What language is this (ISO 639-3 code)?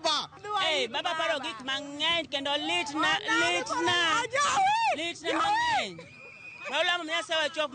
luo